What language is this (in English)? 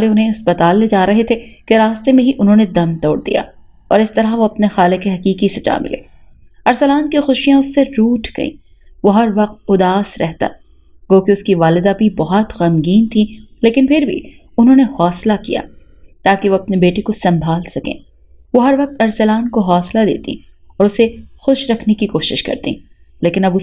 Urdu